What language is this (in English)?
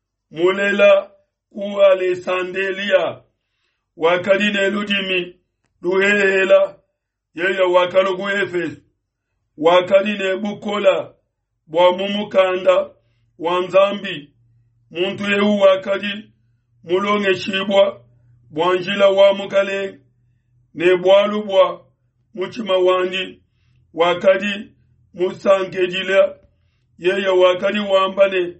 Luba-Lulua